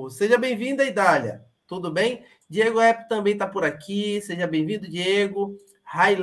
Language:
Portuguese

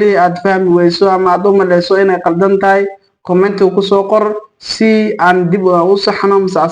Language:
Somali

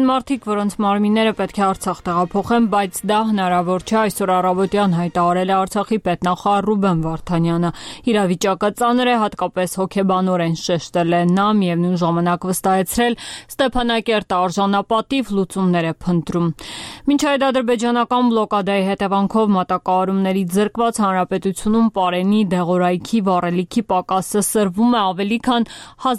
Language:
Armenian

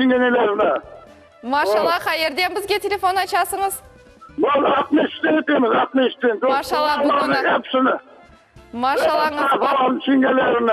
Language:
Crimean Tatar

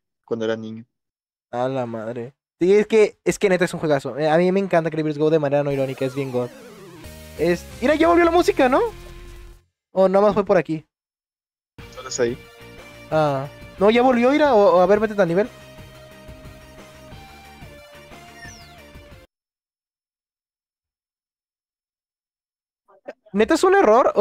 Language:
Spanish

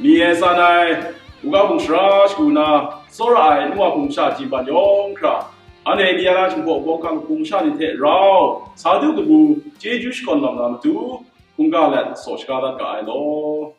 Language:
Kachin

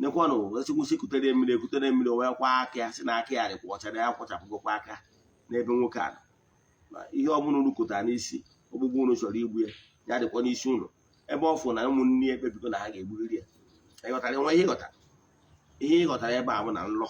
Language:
Igbo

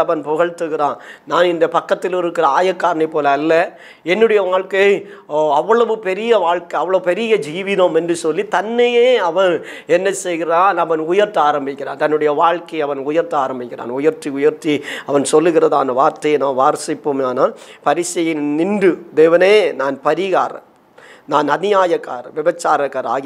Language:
Tamil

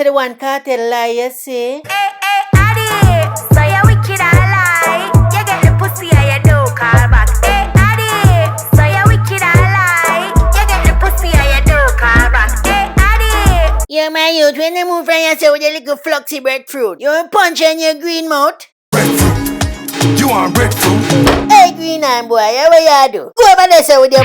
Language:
Jamaican Creole English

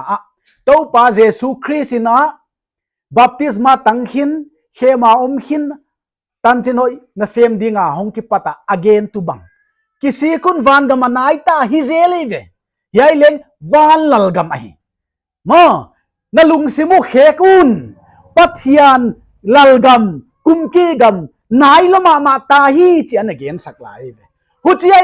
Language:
Paite Chin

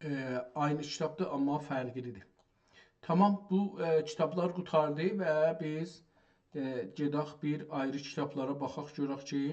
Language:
South Azerbaijani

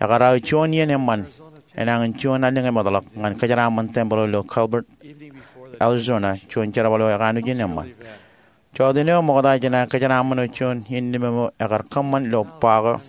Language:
Marshallese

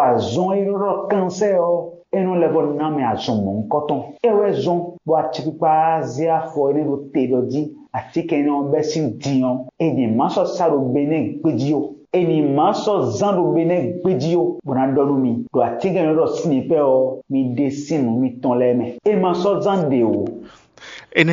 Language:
Fon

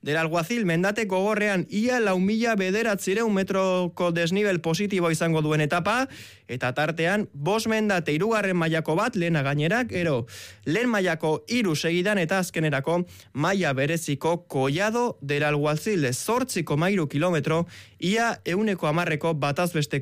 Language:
Basque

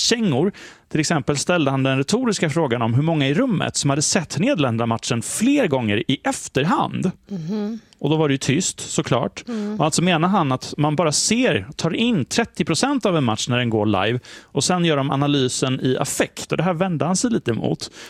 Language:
Swedish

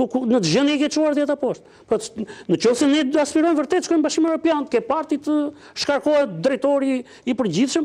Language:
Albanian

